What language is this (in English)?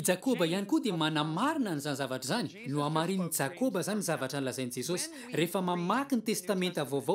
Malagasy